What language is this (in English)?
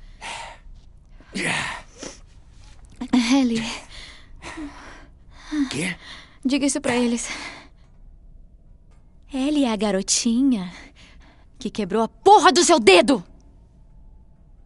Portuguese